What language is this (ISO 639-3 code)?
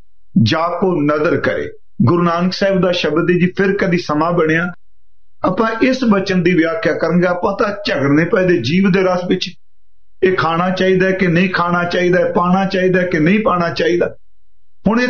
pan